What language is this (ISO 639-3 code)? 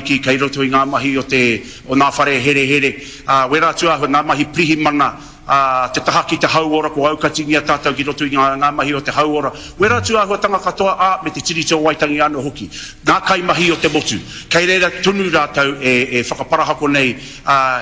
mri